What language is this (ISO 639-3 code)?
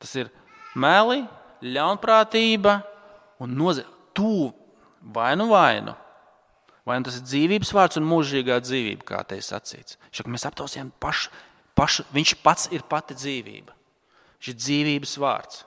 lav